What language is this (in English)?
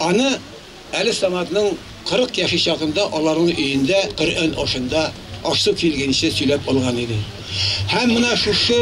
Bashkir